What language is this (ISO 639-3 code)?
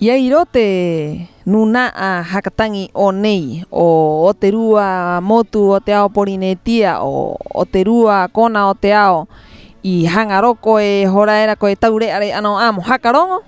rap